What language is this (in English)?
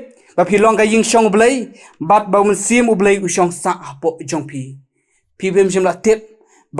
Khasi